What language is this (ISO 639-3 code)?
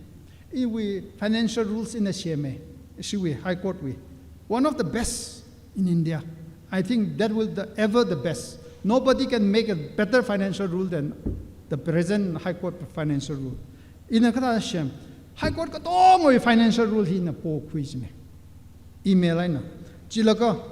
nmf